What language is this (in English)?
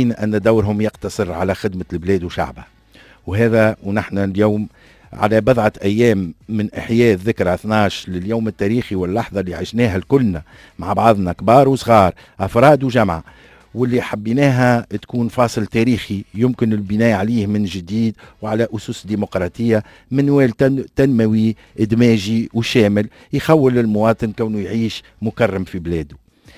Tunisian Arabic